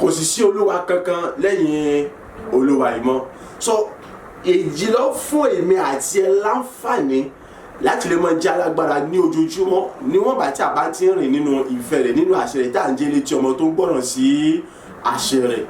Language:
Yoruba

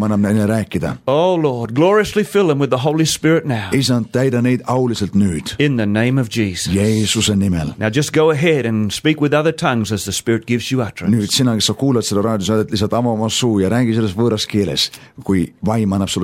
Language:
Estonian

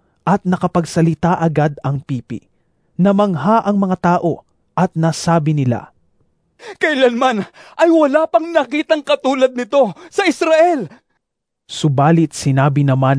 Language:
Filipino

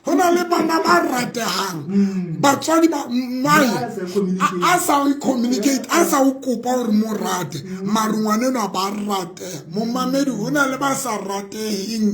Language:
Southern Sotho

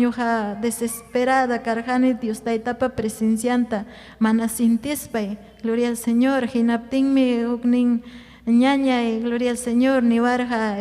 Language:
Ayacucho Quechua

